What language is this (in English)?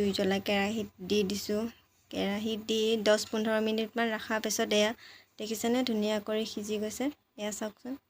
Assamese